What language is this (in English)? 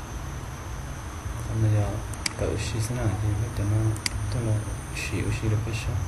Hmong